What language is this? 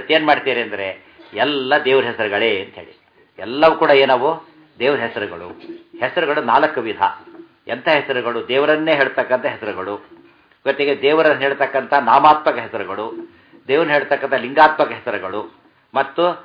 Kannada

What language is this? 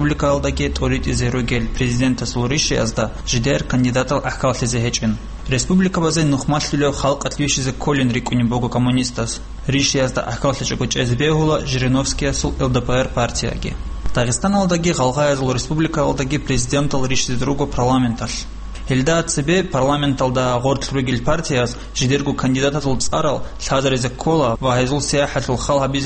Avaric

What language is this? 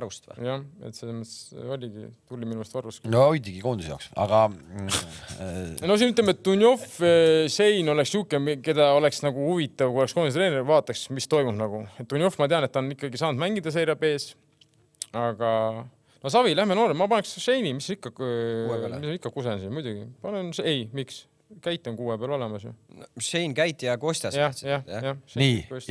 Estonian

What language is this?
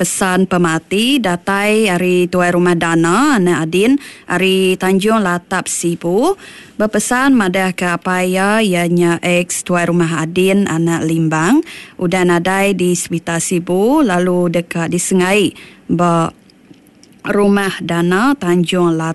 Iban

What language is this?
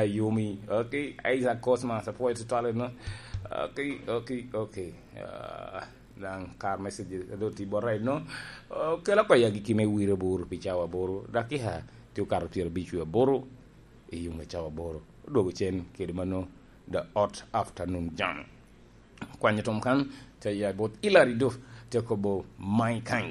Lango (Uganda)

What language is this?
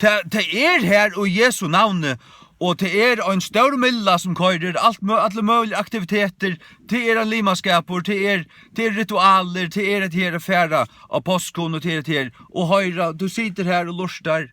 Faroese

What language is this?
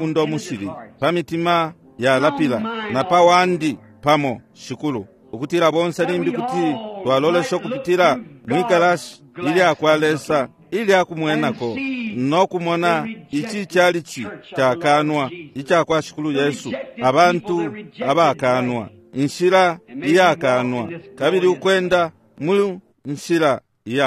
Bemba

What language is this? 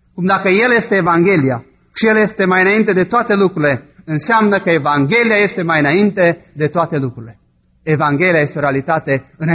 Romanian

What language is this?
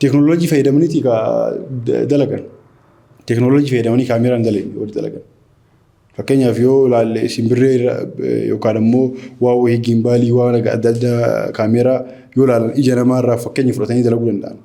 Oromo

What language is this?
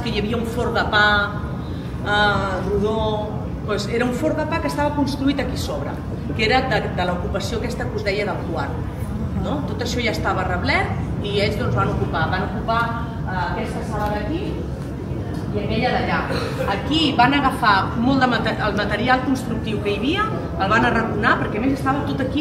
Catalan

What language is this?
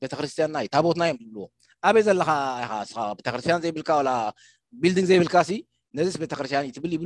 Tigrinya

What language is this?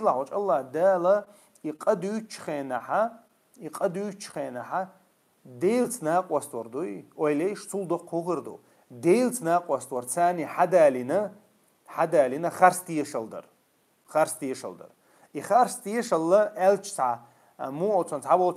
Chechen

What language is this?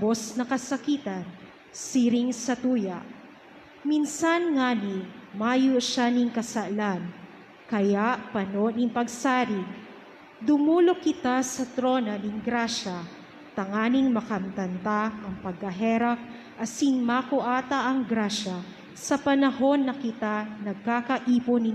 Bikol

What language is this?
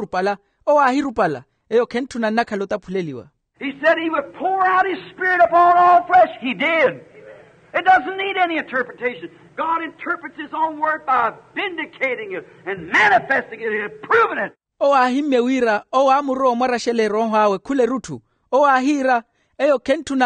Makhuwa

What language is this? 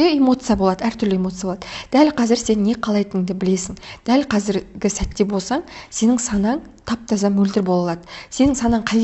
Kazakh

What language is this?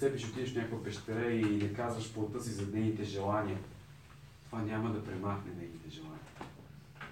Bulgarian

